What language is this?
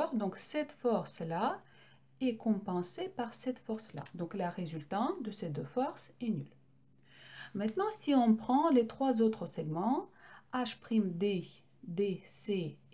French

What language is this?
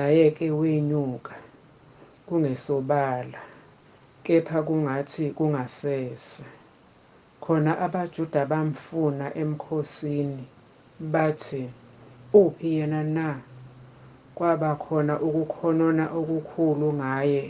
Zulu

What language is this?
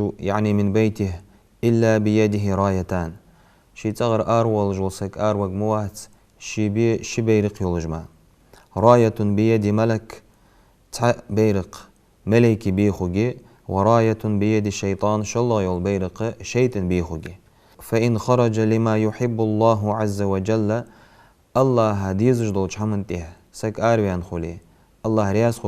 Ingush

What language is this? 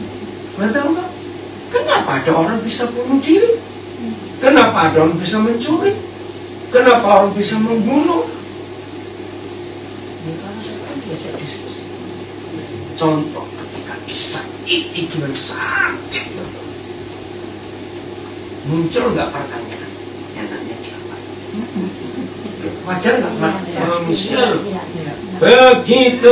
Indonesian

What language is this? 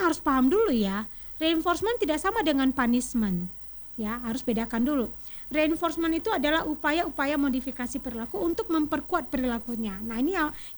Indonesian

